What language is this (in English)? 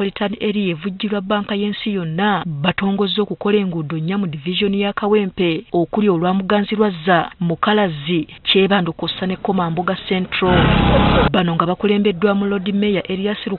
Ganda